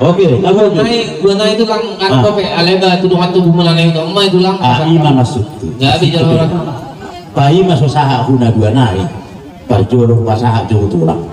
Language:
Batak Toba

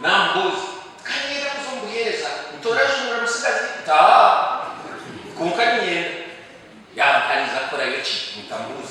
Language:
Nyankole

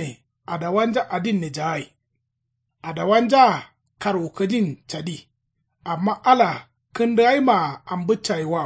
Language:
Kanuri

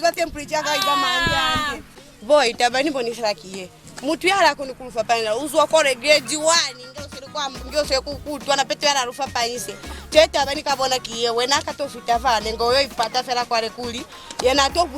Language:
Lozi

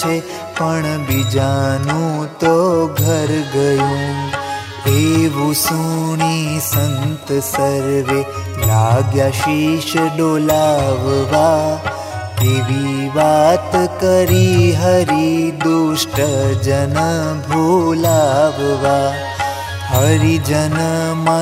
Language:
Gujarati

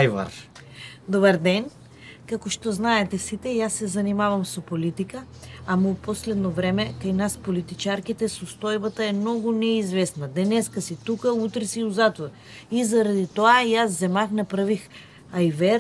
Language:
Macedonian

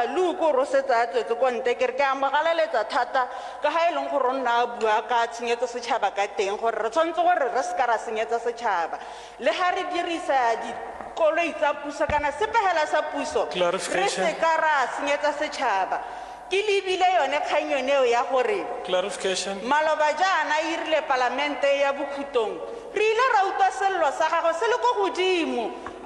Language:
Tswana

